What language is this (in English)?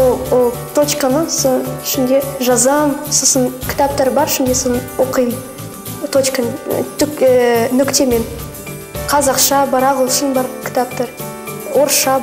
Kazakh